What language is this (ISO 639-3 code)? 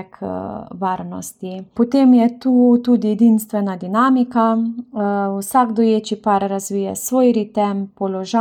slv